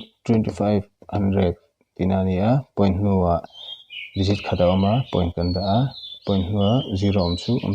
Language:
Mizo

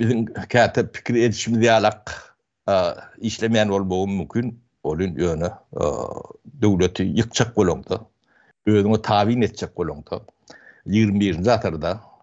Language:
Turkmen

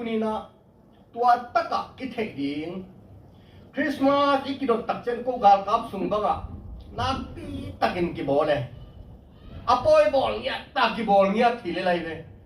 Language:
Tedim Chin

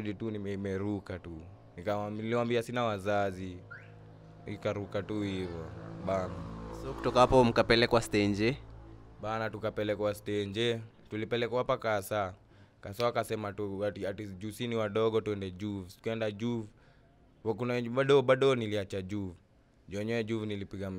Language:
Swahili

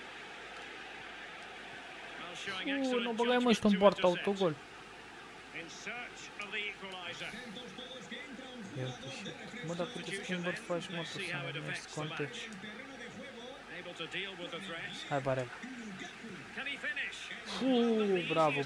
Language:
Romanian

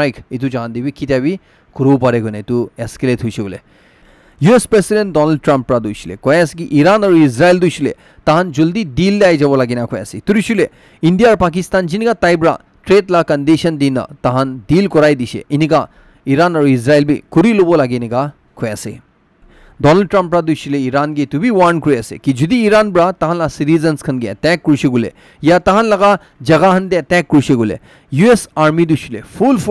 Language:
Naga Pidgin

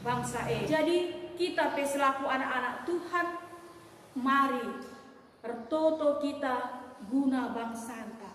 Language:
Batak Karo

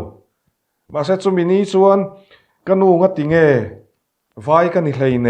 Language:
Mizo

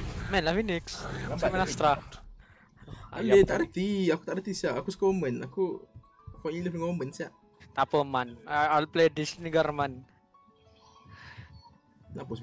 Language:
Malay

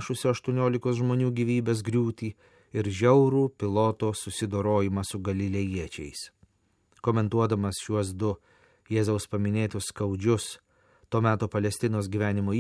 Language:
Lithuanian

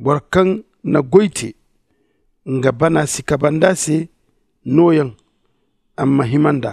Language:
Zarma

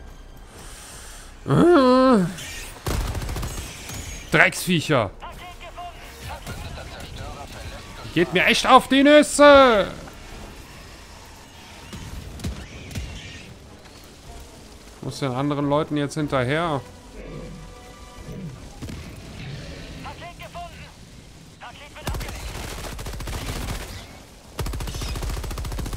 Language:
German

